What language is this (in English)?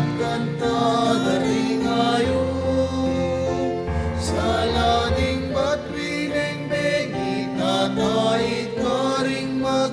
Pampanga